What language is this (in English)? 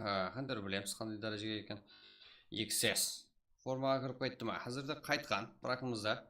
Kara-Kalpak